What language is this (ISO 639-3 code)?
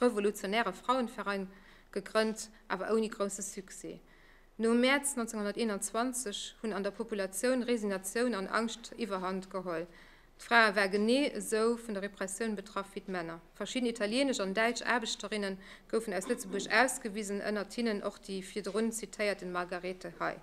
ltz